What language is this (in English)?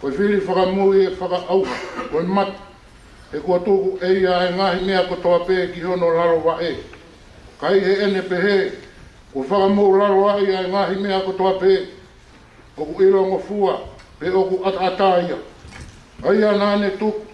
Tongan